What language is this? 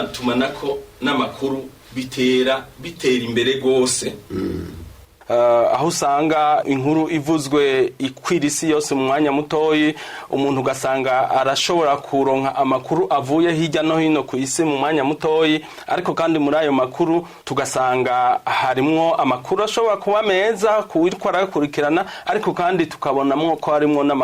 Rundi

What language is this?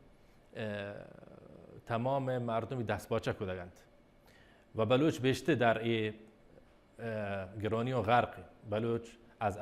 Baluchi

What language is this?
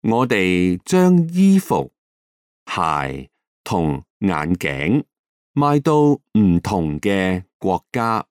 Cantonese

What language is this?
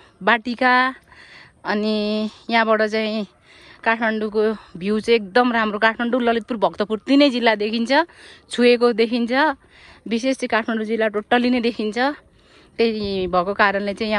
Nepali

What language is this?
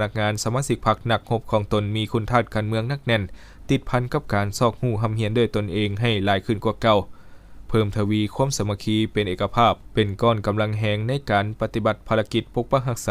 Lao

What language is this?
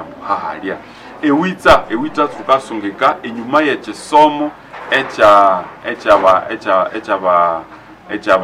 Nande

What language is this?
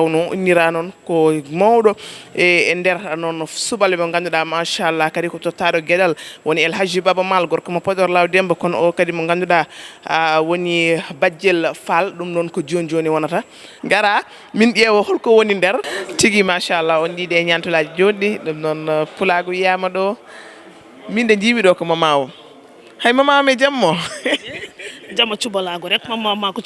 Fula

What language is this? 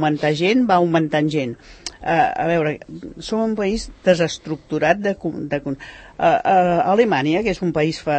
Catalan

